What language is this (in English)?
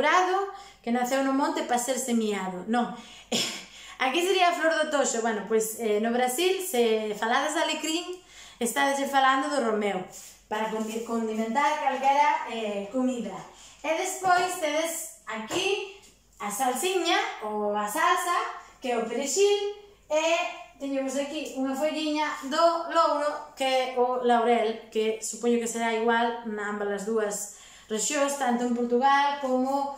Galician